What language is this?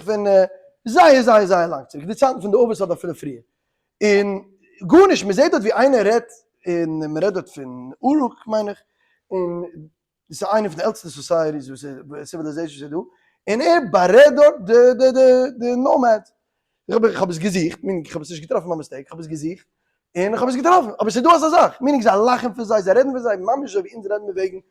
Yiddish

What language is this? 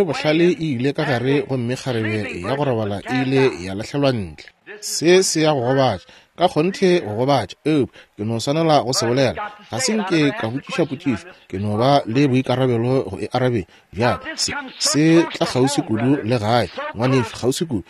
Northern Sotho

